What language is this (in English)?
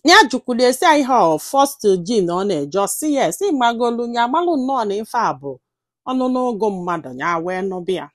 Igbo